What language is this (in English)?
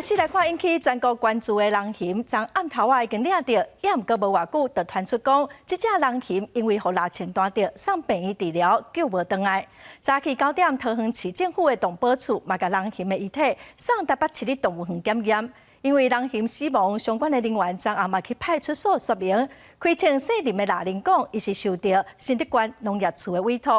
Min Nan Chinese